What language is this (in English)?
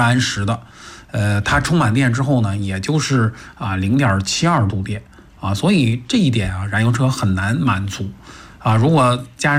Chinese